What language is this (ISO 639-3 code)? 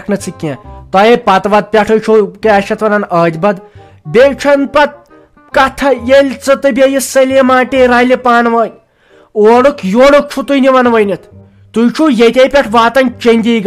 kas